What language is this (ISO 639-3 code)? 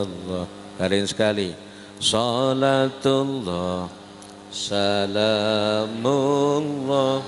sas